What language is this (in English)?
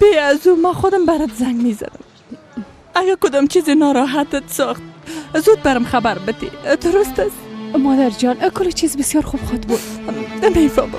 Persian